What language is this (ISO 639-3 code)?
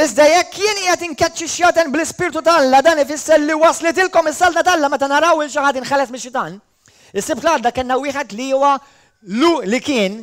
mlt